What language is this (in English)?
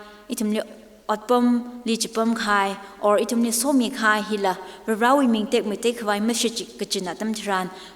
Tangkhul Naga (India)